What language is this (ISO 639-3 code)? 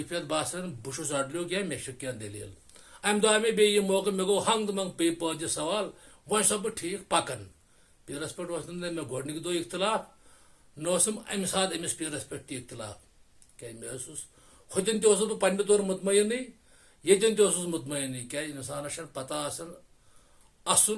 kas